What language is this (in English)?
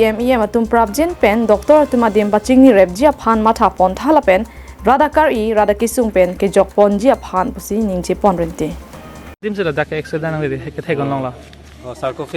Karbi